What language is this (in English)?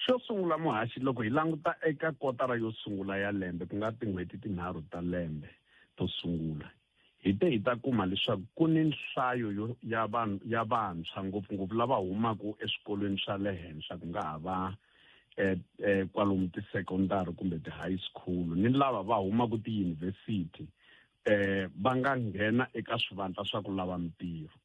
Tsonga